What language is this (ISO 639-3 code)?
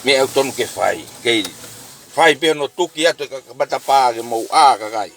ton